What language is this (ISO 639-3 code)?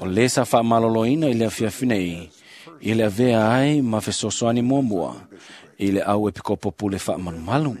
smo